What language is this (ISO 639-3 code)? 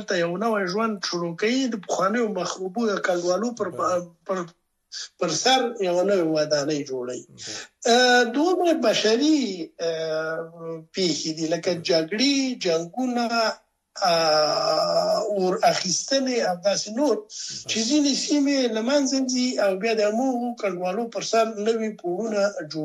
pus